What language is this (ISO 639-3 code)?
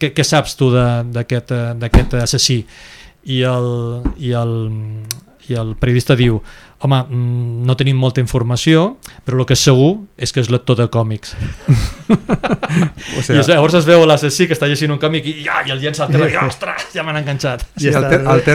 cat